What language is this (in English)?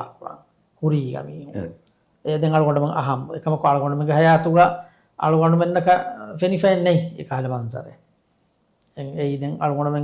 Divehi